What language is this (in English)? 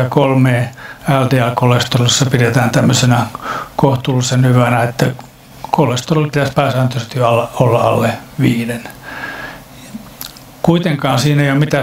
Finnish